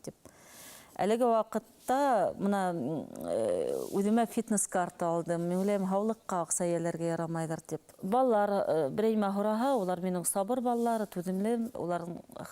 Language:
Bashkir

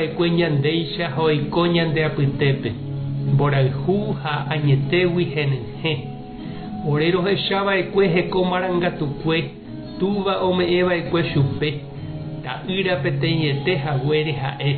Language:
Guarani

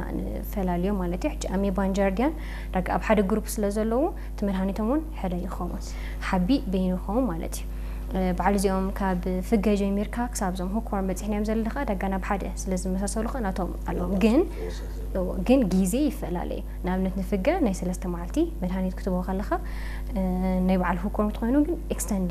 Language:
Tigrinya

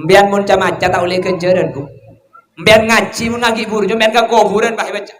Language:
Madurese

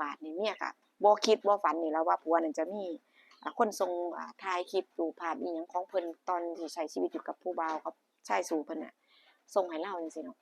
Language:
Northeastern Thai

